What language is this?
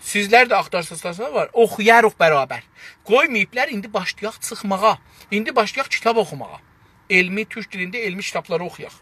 South Azerbaijani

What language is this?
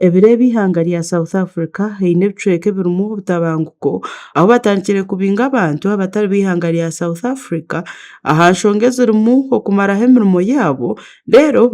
Nyankole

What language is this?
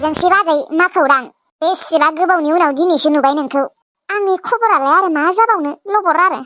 Bodo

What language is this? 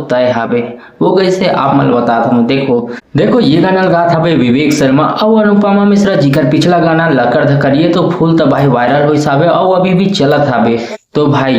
Chhattisgarhi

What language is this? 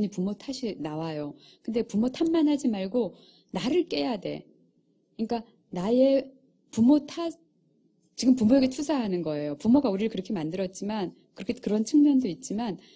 Korean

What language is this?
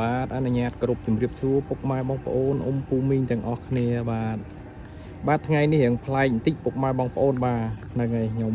Khmer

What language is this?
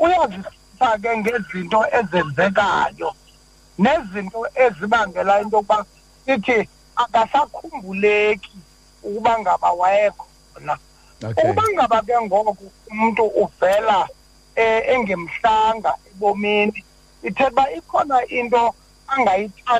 Xhosa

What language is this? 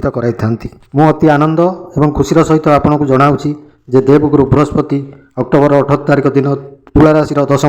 Odia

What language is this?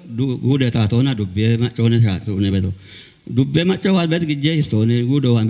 Kafa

